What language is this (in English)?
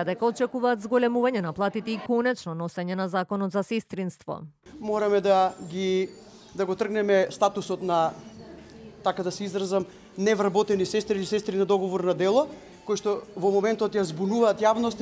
Macedonian